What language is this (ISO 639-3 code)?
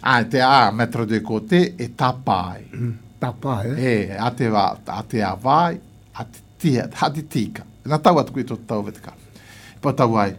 glg